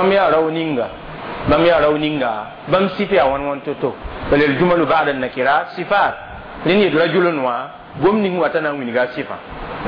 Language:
Mossi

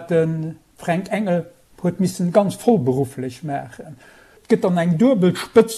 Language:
Luxembourgish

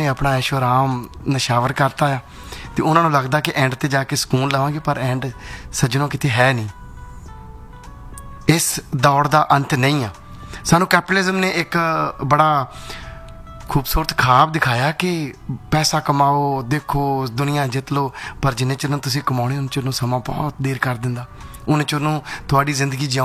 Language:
Punjabi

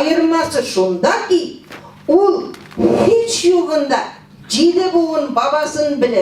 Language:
Tatar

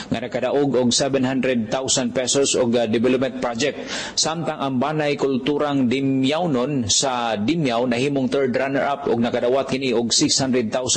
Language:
Cebuano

